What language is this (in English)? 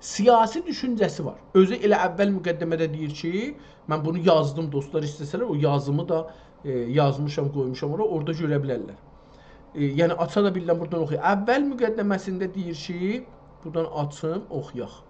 South Azerbaijani